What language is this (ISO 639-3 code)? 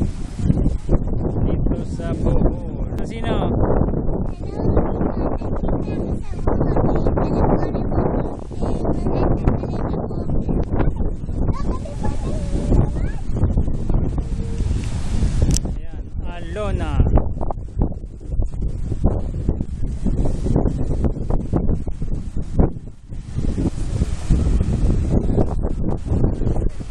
fil